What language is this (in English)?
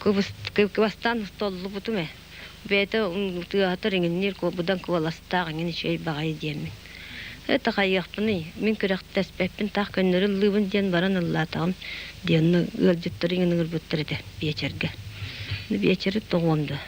Yakut